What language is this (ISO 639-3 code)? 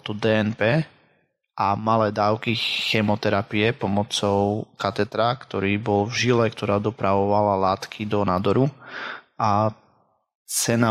slk